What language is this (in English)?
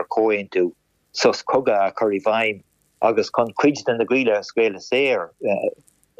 Irish